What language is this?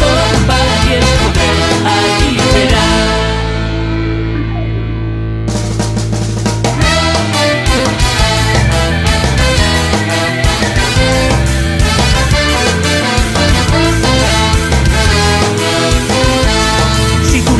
Catalan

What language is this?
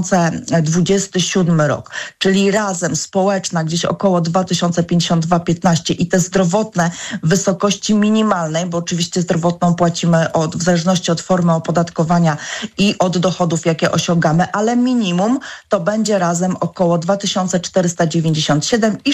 Polish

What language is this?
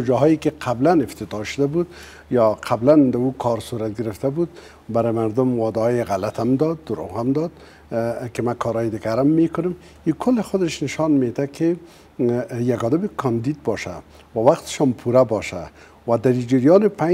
Persian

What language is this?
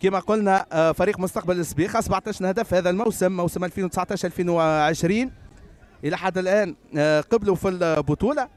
Tunisian Arabic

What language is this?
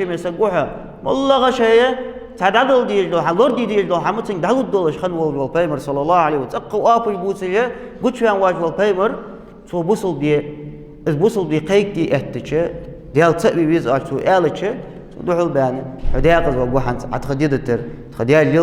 Ingush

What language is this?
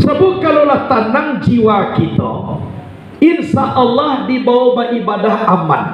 Minangkabau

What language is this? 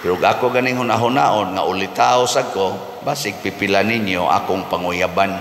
Cebuano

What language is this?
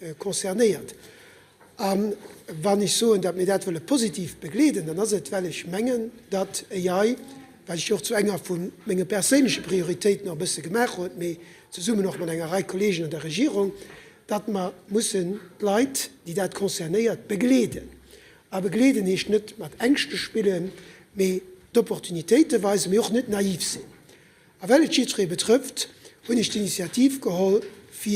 Luxembourgish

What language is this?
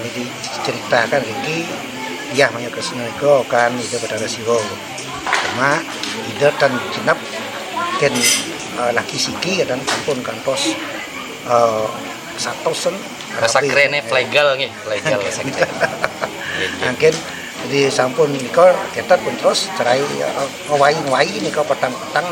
Balinese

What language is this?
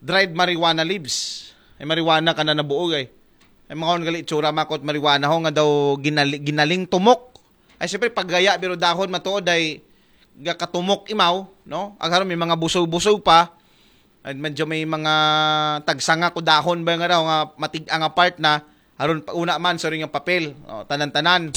Aklanon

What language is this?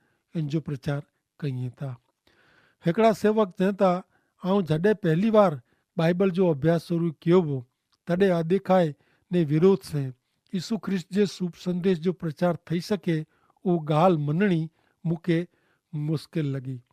Kachhi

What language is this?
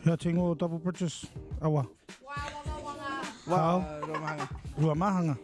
Māori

